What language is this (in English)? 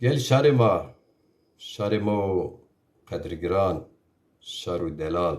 Zaza